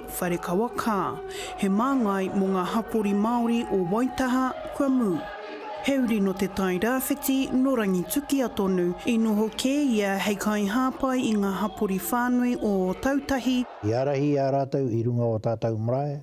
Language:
Māori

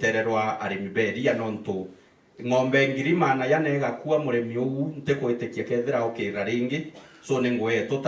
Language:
Meru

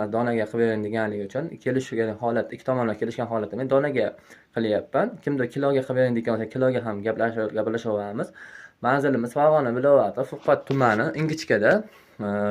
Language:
Uzbek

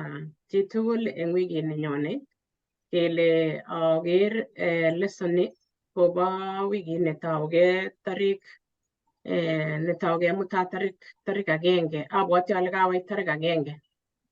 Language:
Kalenjin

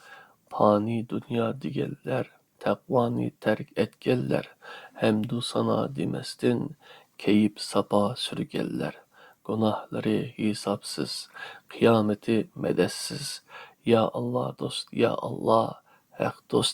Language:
Uyghur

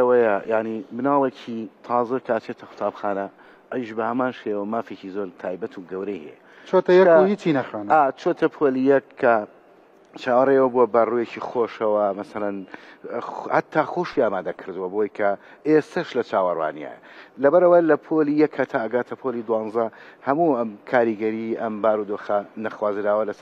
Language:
Central Kurdish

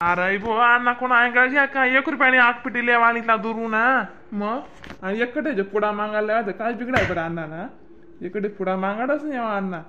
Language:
Khandesi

